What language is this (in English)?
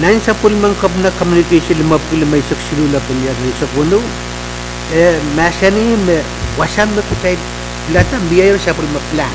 Pohnpeian